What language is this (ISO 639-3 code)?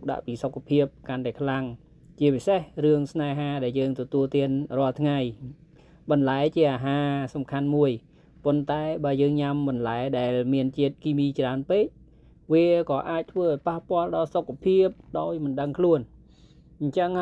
khm